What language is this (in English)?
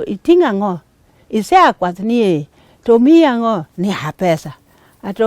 Luo (Kenya and Tanzania)